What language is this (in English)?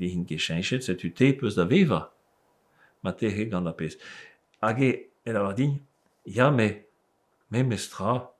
Breton